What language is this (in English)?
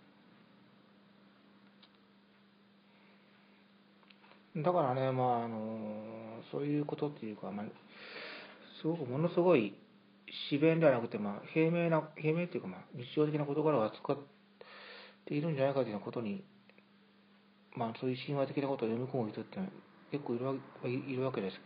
Japanese